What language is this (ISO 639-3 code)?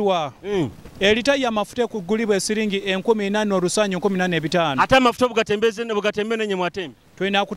nyo